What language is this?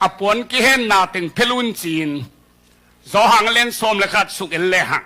Tedim Chin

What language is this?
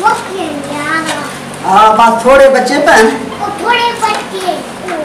Saraiki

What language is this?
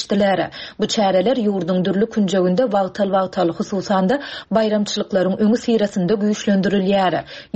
Turkmen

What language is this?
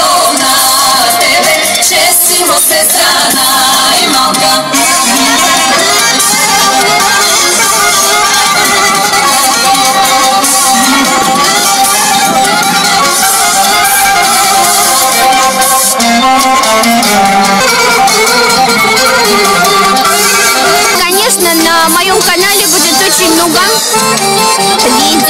Bulgarian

